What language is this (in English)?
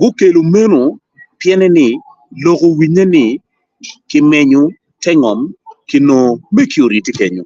Acoli